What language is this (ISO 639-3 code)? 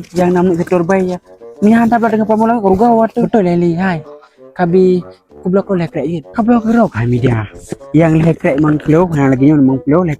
ace